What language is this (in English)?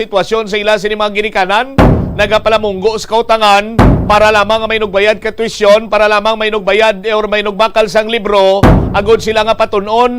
Hiligaynon